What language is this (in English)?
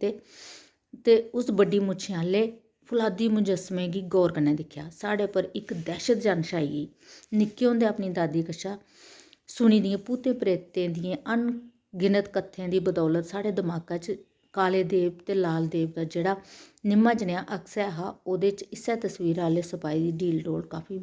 Dogri